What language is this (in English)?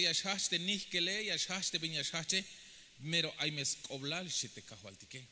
Tzeltal